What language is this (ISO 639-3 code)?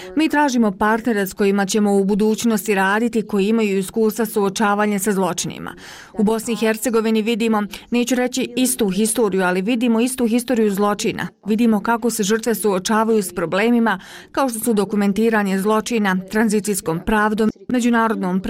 bos